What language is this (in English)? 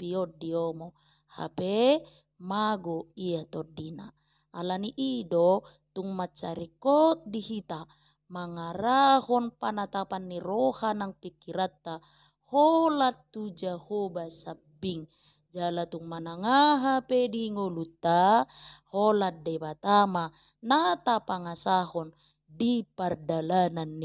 Batak Toba